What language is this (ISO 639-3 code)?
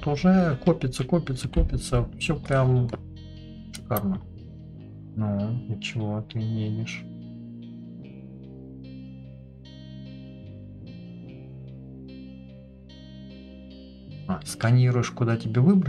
rus